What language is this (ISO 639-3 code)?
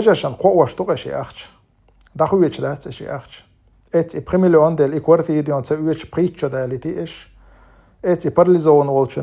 che